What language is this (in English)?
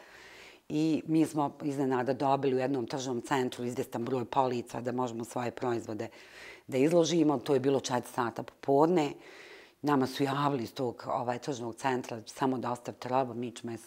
Bosnian